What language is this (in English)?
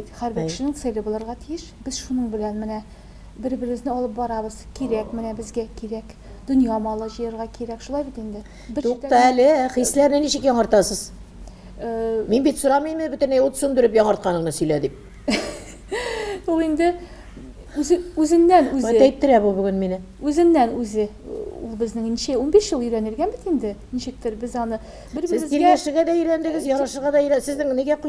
Tatar